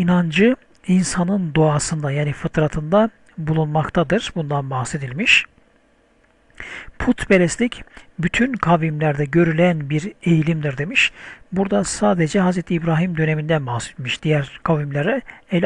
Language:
Turkish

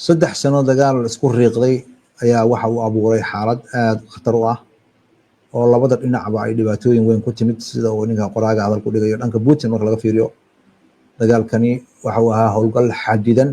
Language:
Somali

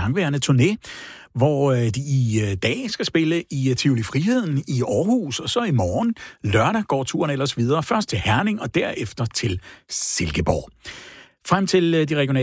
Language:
Danish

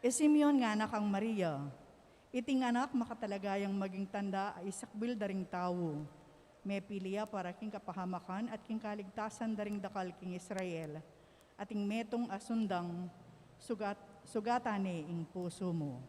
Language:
Pampanga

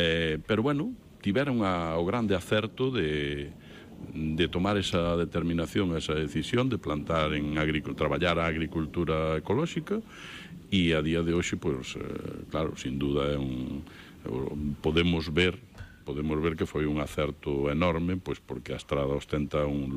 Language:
Galician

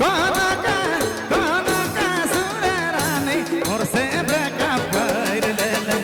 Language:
Sadri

